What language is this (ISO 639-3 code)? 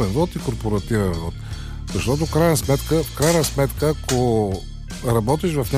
bul